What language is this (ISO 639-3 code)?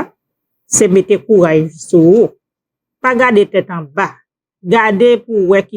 hat